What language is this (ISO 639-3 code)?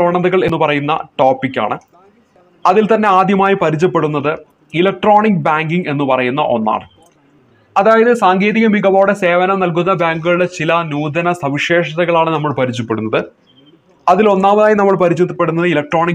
mal